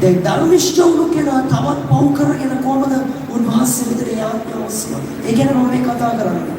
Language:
Sinhala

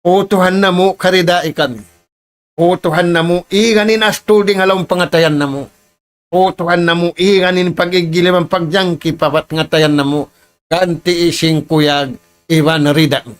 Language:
Tausug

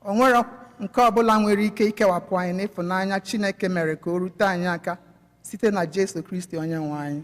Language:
Igbo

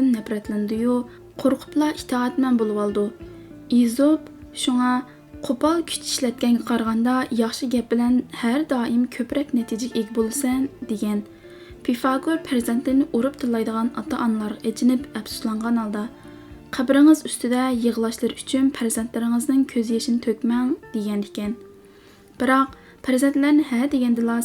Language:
Uyghur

